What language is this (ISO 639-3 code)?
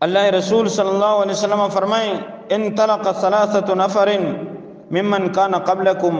bgp